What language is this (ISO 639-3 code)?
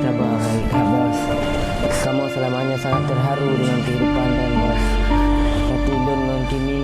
ace